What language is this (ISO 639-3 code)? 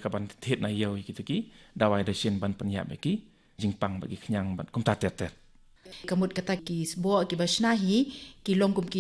kha